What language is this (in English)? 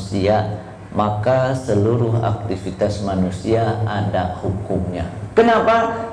Indonesian